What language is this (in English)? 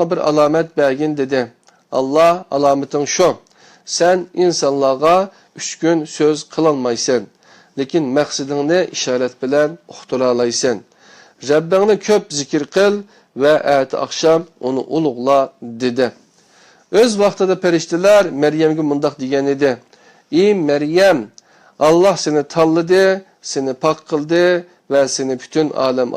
Uyghur